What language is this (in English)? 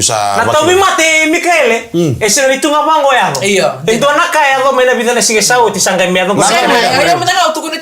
Fijian